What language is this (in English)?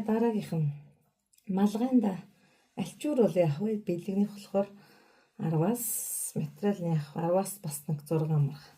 Mongolian